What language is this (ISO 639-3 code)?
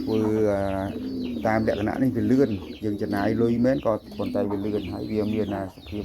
khm